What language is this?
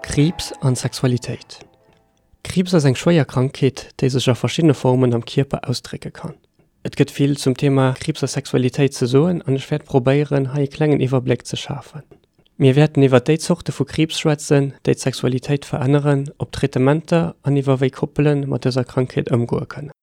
Luxembourgish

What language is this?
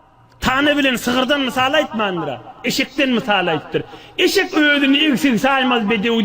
Turkmen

